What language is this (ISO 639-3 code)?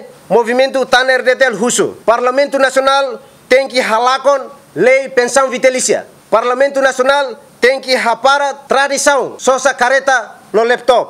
tet